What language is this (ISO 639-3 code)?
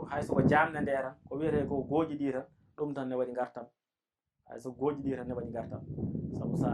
ful